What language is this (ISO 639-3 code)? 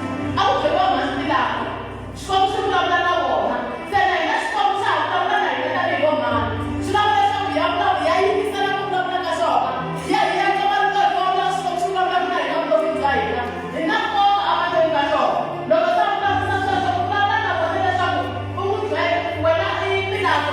tso